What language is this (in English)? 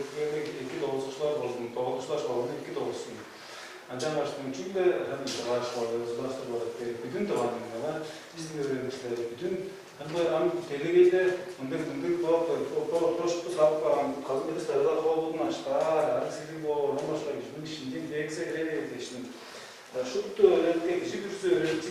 Tuvinian